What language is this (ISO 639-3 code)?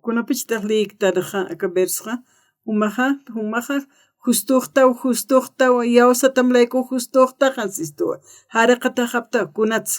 aym